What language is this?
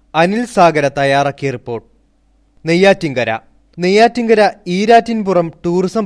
Malayalam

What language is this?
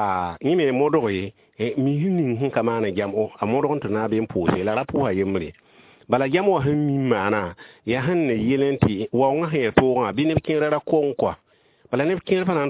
Mossi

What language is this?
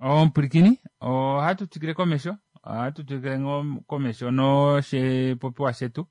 Kuanyama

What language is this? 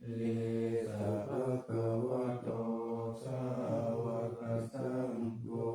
Pali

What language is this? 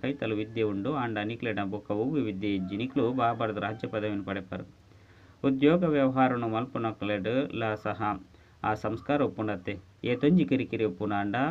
Tulu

